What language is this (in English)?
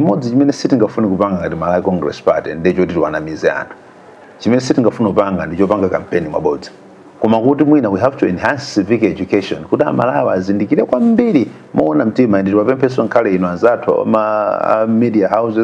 Nyanja